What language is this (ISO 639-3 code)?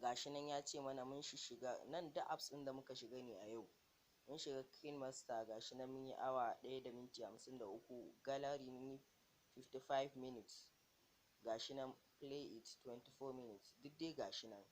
hau